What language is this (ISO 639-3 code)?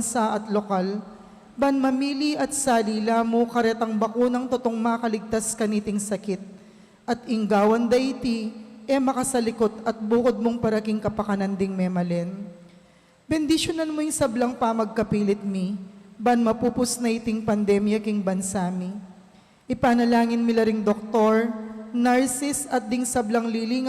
pam